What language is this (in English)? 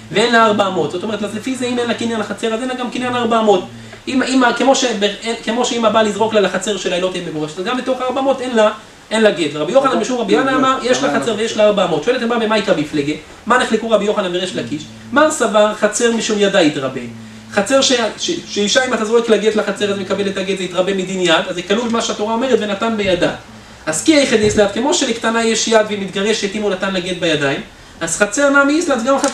Hebrew